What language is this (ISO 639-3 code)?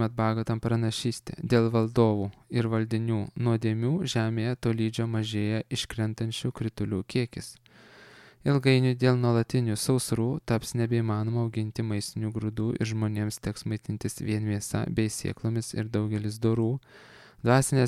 lit